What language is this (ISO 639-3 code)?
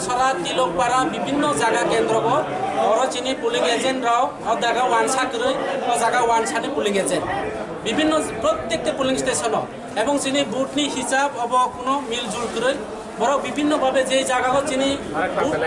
trp